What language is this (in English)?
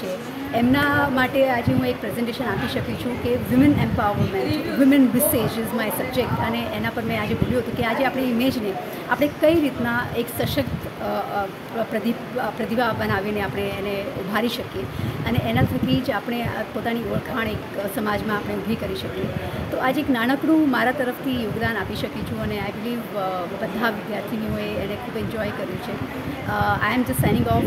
Gujarati